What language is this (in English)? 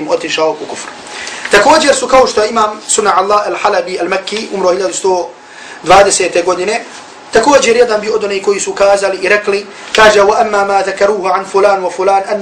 Bosnian